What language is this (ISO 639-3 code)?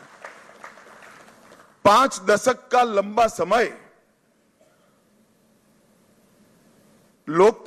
hin